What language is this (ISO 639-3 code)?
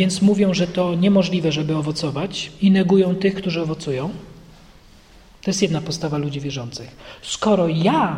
pol